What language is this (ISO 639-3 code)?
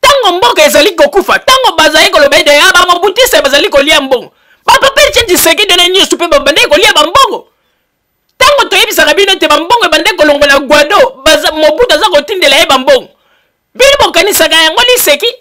lin